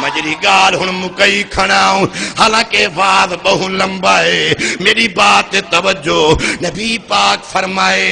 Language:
Saraiki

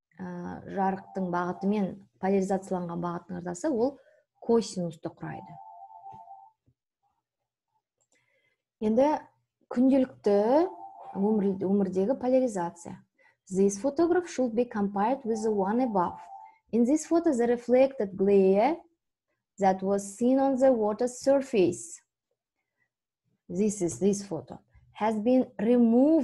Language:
Kazakh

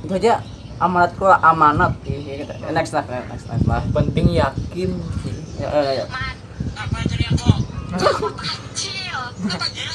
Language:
Banjar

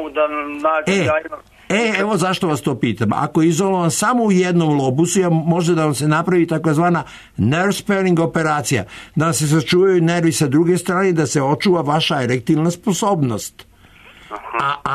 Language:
Serbian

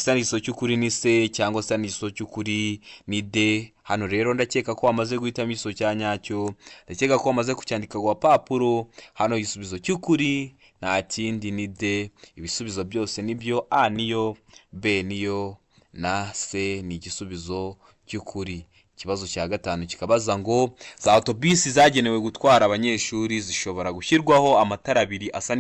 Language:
Kinyarwanda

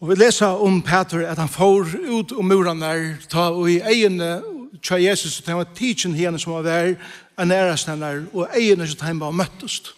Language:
Faroese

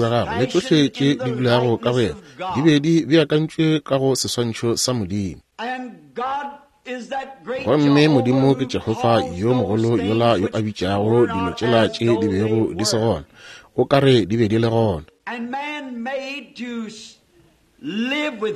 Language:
Northern Sotho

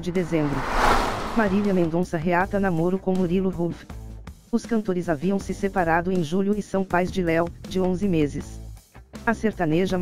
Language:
Portuguese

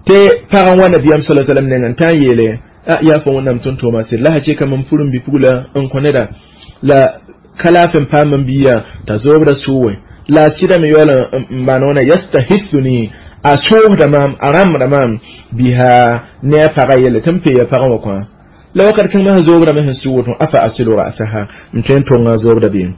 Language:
Mossi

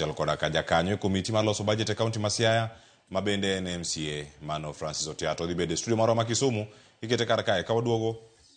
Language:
Luo (Kenya and Tanzania)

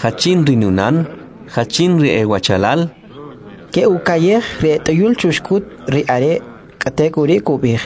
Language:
Kʼicheʼ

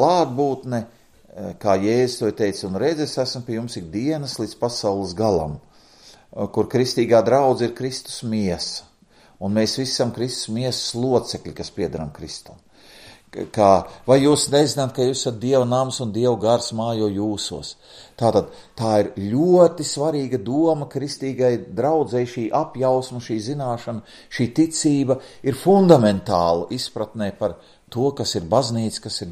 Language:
Latvian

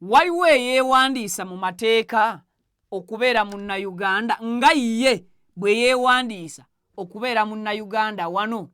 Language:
Ganda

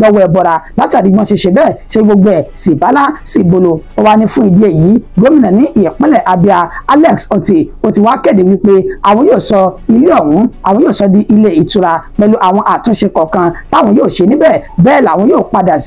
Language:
Yoruba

